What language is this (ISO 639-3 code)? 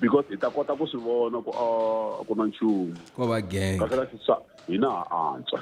tso